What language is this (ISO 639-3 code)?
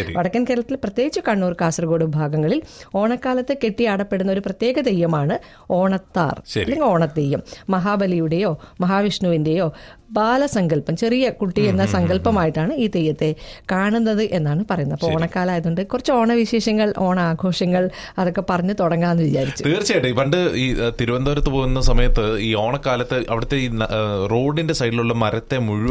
mal